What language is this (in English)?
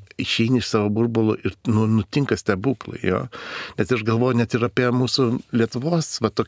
Lithuanian